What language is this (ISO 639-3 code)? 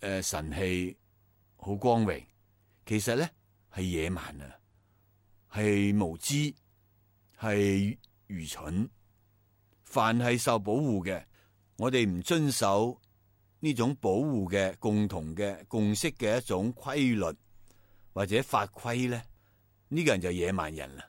yue